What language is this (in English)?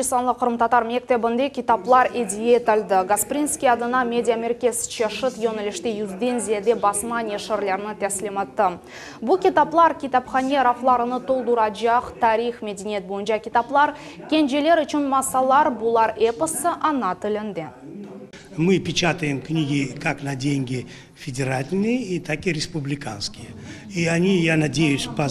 Crimean Tatar